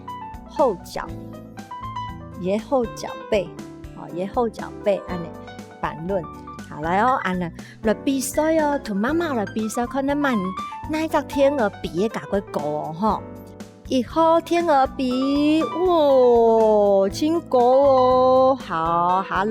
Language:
Hakka Chinese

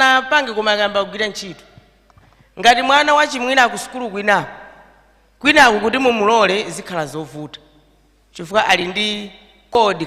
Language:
Nyanja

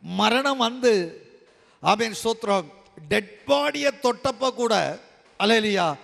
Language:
Tamil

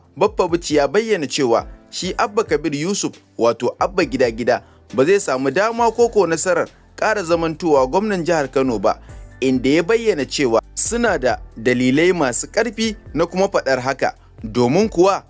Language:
Hausa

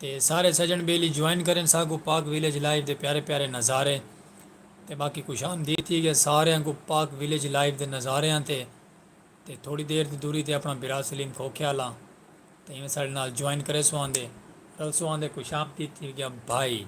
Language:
Saraiki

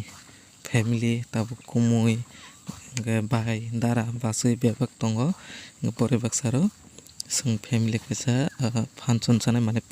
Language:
Kok Borok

